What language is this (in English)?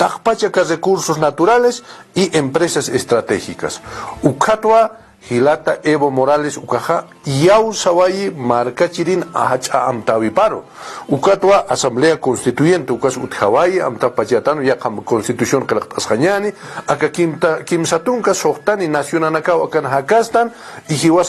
Aymara